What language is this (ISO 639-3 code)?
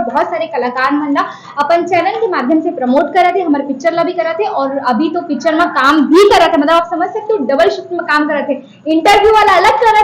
hne